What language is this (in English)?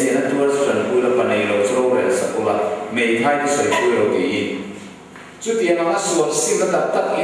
Mizo